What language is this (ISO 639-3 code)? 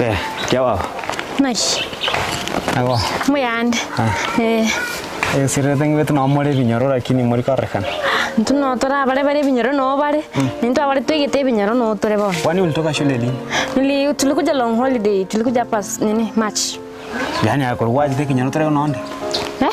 guz